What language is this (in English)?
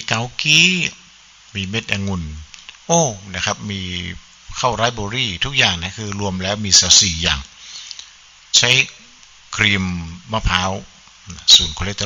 Thai